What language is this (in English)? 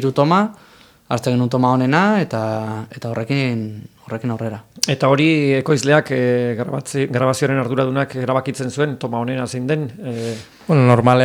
Basque